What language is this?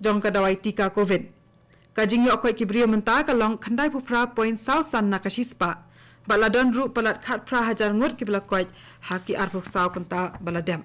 Khasi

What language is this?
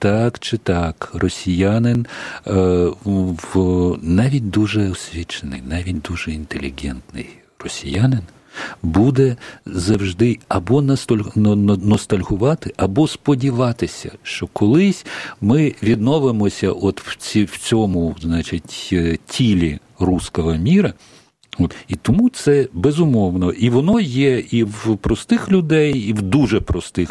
Ukrainian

